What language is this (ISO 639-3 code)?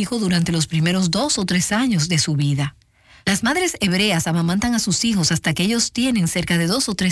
spa